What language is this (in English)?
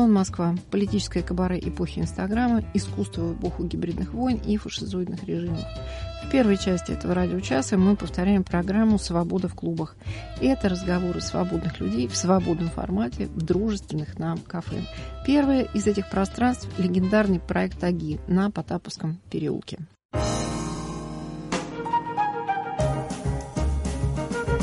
Russian